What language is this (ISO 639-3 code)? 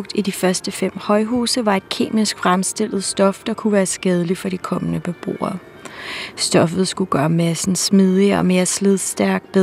dan